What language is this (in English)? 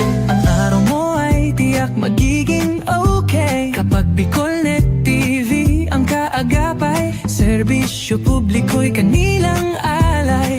Bikol